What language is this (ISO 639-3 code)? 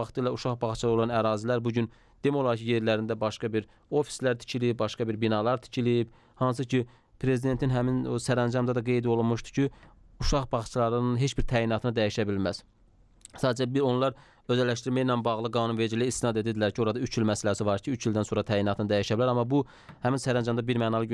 aze